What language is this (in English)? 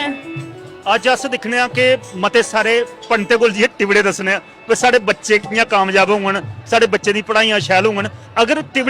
Dogri